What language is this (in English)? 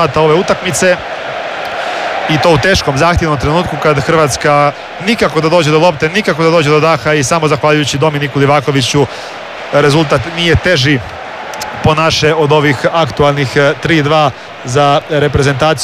Croatian